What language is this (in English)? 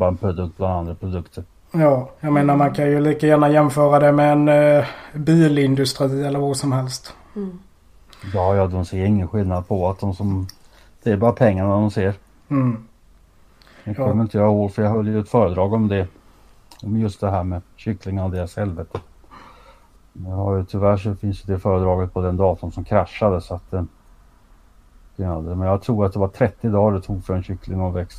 Swedish